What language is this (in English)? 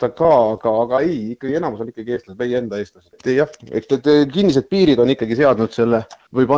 Estonian